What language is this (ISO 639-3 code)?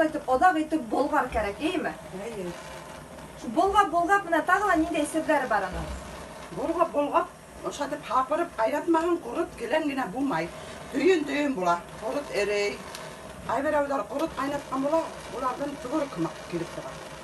bak